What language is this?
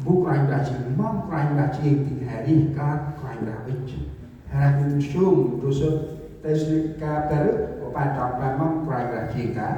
Central Mnong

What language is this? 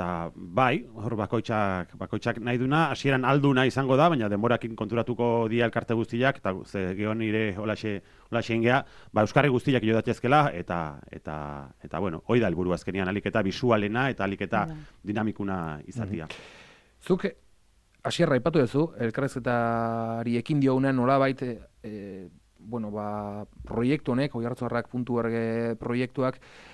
Basque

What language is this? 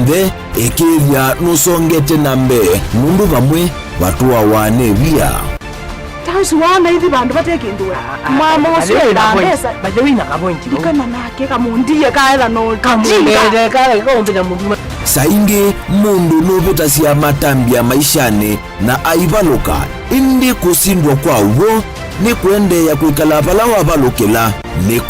Kamba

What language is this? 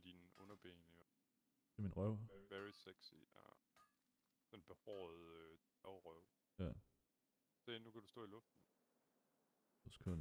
Danish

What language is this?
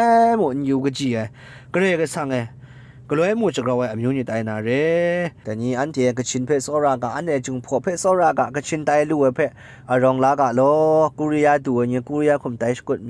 Kachin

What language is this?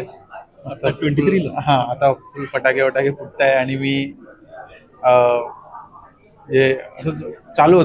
Marathi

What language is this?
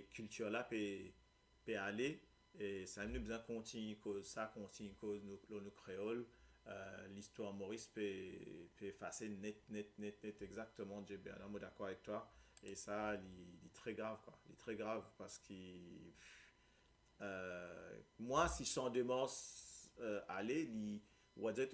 Morisyen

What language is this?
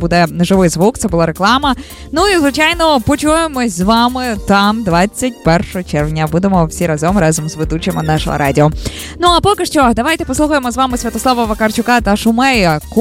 Ukrainian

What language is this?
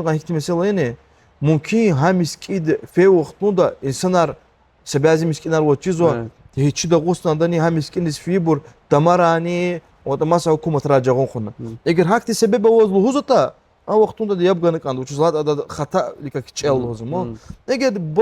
Lezghian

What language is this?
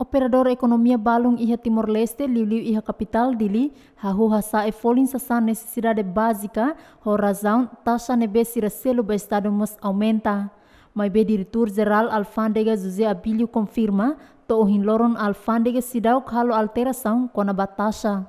Tetum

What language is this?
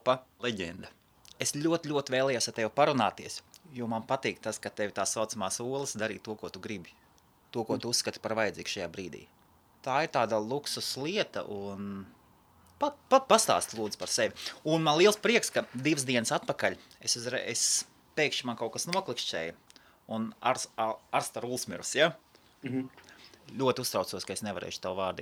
Latvian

